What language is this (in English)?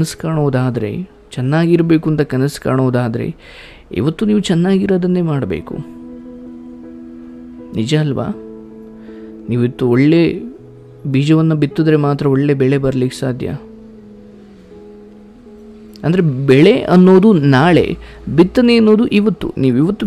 Kannada